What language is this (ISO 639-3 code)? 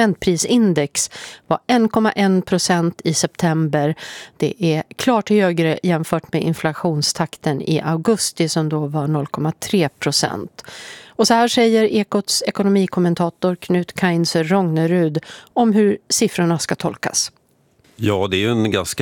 swe